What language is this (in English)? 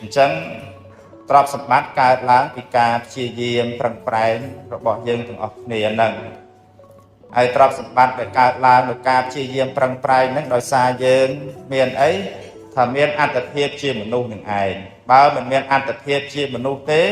Khmer